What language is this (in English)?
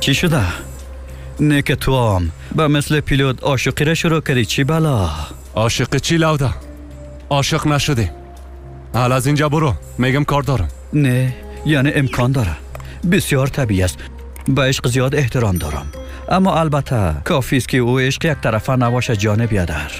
Persian